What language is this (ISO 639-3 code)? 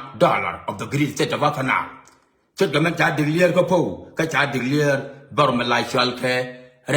nus